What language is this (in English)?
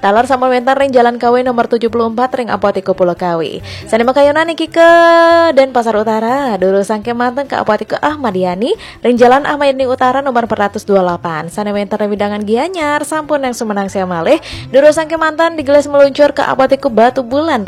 Balinese